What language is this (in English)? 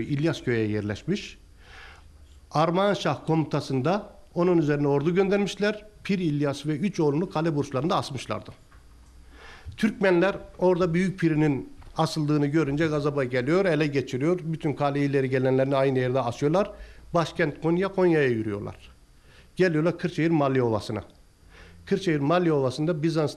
Turkish